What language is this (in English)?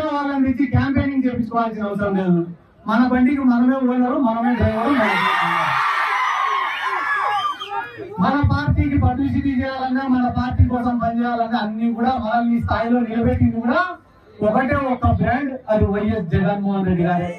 Telugu